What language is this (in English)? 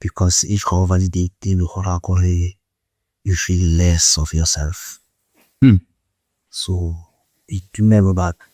Tswana